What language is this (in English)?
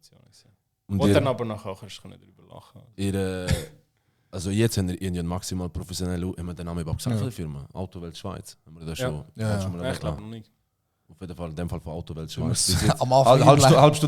Swiss German